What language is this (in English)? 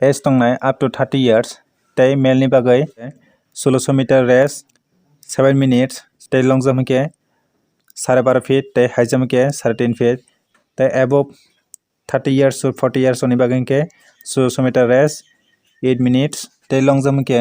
Kok Borok